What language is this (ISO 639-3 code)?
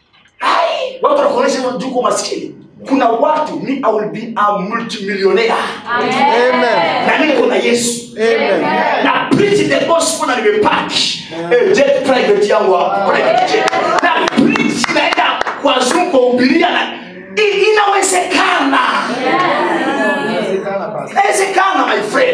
swa